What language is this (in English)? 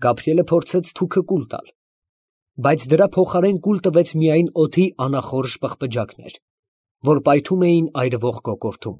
Armenian